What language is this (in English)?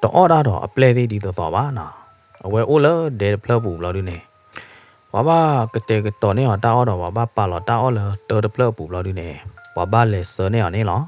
S'gaw Karen